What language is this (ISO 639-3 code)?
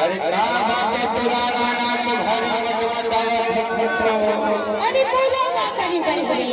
hne